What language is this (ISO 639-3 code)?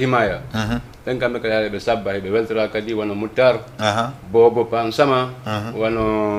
ful